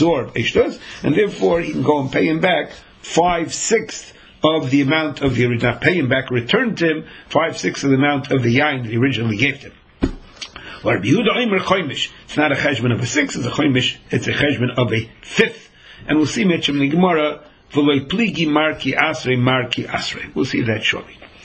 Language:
English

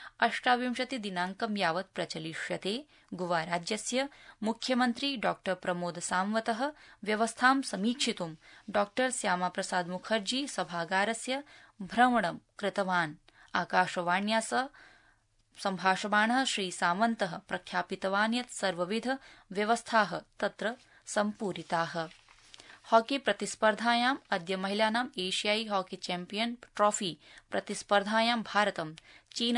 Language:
Sanskrit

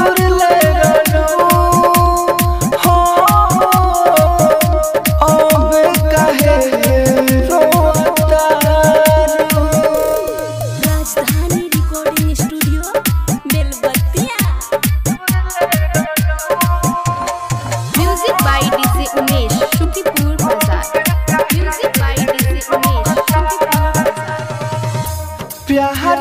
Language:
Bhojpuri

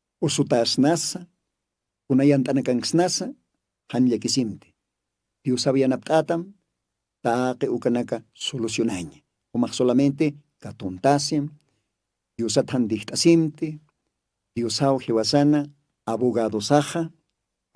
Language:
Aymara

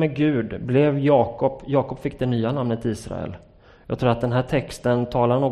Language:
Swedish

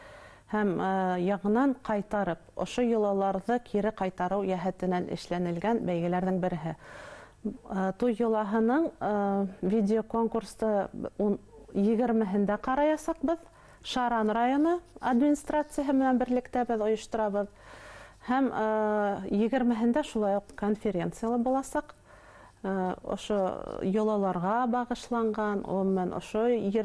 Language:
Bashkir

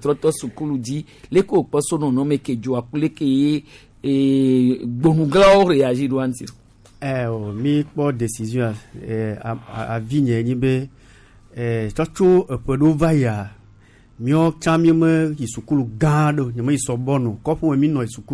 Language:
Gen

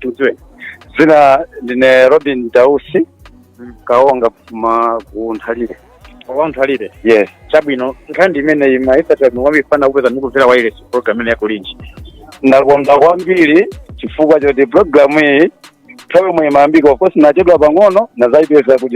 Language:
Nyanja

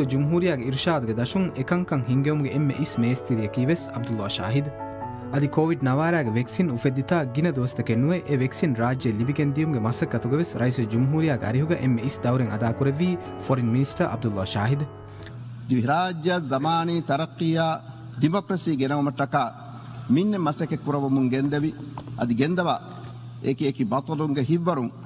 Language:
Divehi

